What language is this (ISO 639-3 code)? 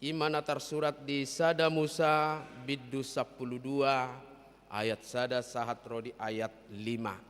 bbc